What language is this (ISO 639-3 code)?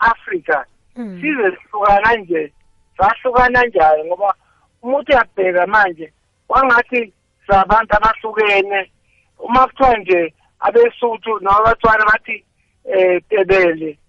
nbl